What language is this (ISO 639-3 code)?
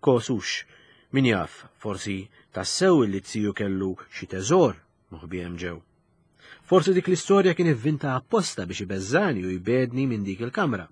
mlt